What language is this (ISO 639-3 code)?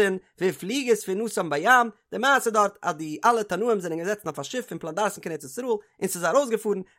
yid